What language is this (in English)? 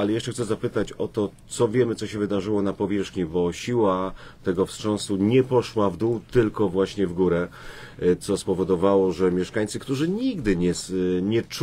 Polish